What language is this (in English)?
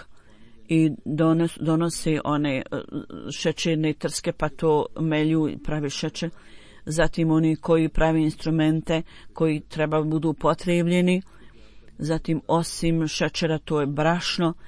Bosnian